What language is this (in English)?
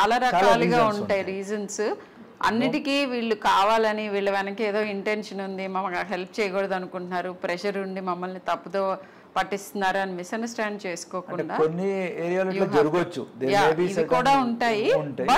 Telugu